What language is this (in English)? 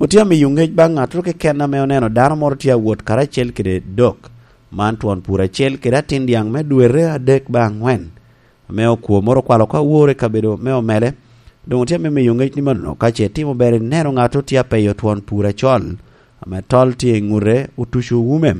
Lango (Uganda)